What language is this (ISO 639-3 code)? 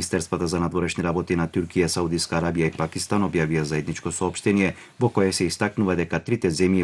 mkd